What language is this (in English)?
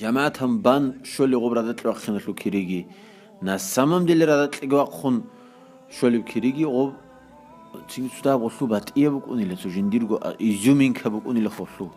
Avaric